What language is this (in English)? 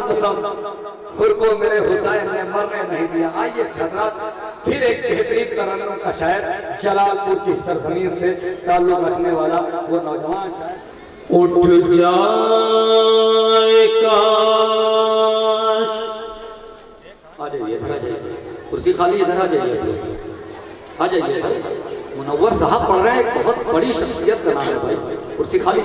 Urdu